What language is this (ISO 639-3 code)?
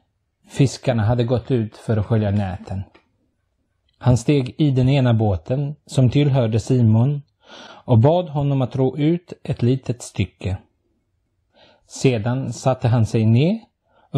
swe